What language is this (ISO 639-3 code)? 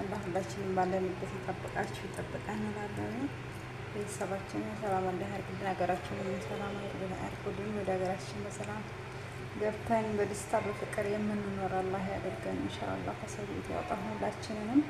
amh